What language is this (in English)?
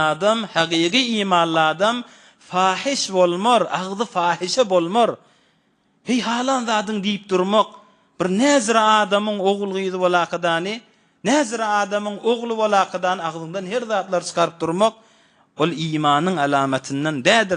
Turkmen